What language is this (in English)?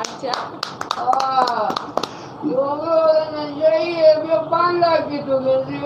Saraiki